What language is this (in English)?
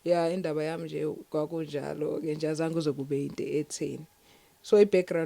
Zulu